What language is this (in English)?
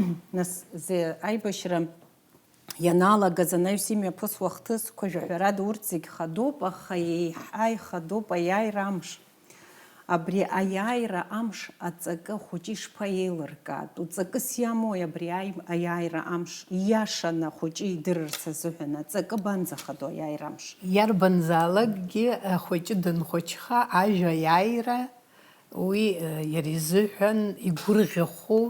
Abkhazian